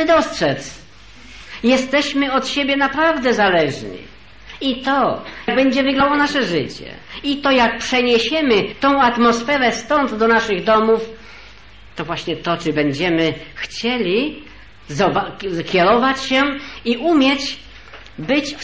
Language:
Polish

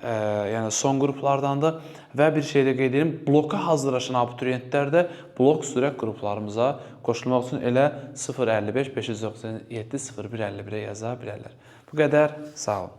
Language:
Azerbaijani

